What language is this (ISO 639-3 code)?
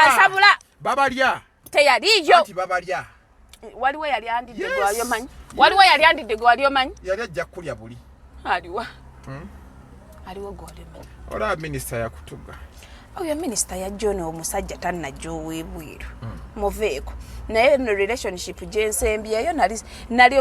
lug